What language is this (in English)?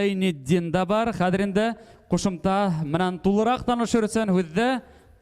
Bashkir